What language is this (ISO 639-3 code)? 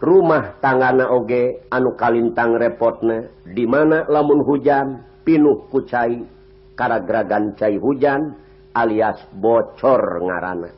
sun